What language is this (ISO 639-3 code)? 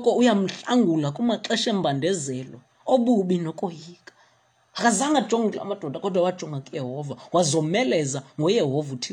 xho